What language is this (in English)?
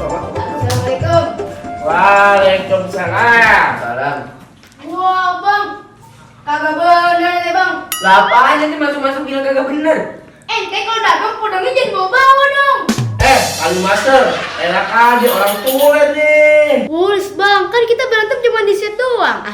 Betawi